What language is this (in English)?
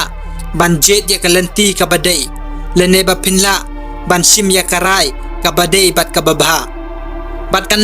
Khasi